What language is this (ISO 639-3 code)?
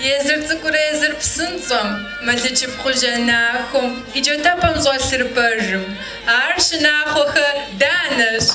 kbd